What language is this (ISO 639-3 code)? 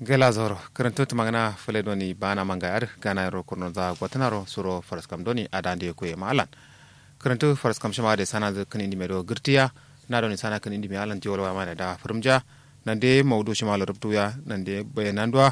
kau